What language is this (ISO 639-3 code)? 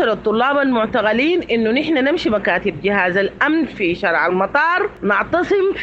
apd